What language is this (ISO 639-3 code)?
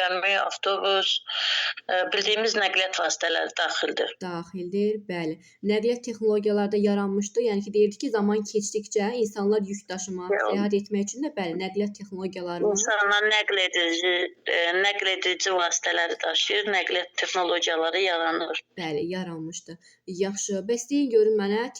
aze